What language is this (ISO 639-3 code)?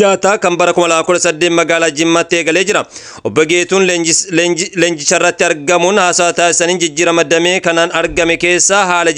orm